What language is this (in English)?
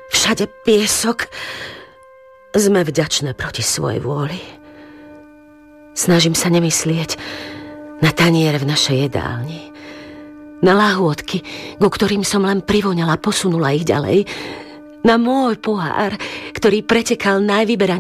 Slovak